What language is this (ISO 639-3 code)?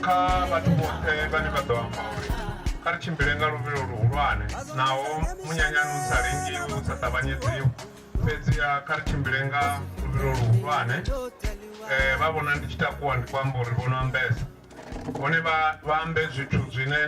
ven